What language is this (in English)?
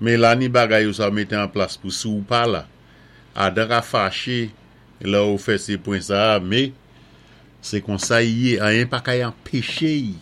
Saint Lucian Creole French